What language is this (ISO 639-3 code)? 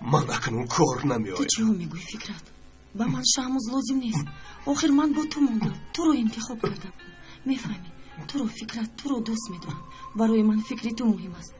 tgk